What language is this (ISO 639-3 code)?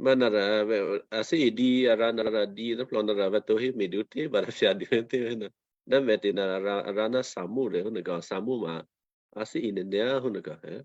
kyu